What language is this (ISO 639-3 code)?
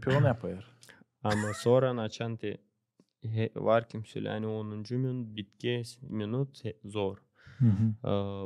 gag